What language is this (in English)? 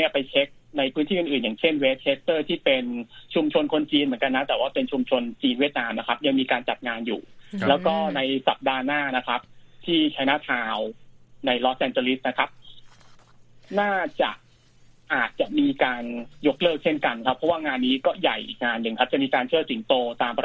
Thai